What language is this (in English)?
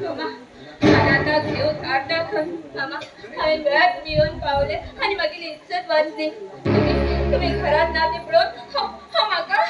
Konkani